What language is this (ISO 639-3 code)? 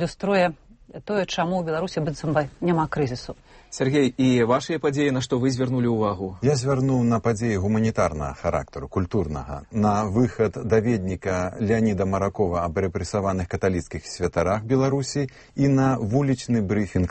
bel